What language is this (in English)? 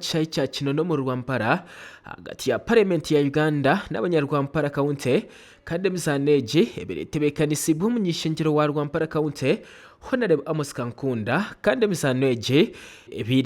Nyankole